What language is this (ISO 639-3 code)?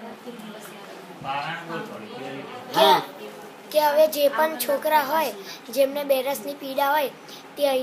guj